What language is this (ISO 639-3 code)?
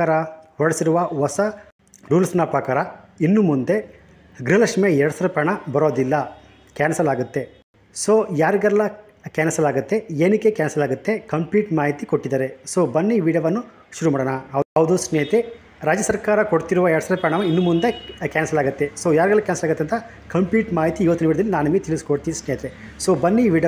kan